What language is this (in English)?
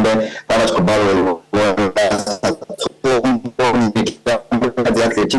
Venda